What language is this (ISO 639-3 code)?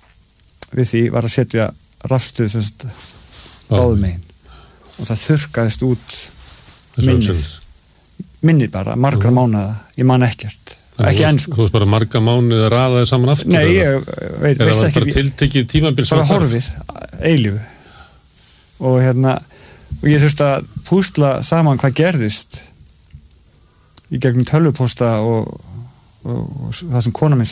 isl